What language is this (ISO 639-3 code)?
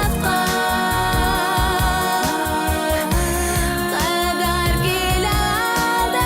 bak